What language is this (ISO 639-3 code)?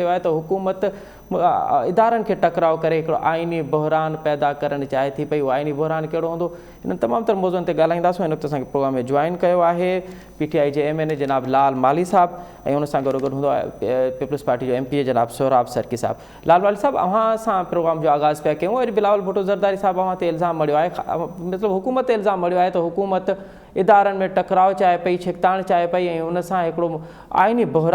snd